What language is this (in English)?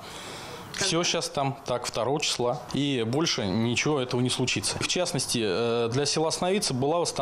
Russian